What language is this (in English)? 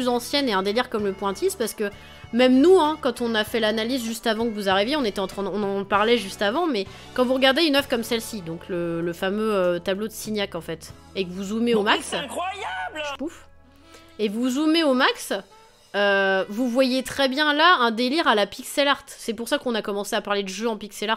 French